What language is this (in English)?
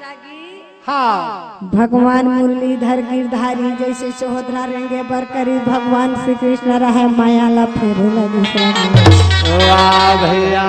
Chhattisgarhi